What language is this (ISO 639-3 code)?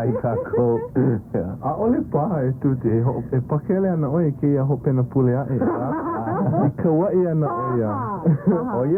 haw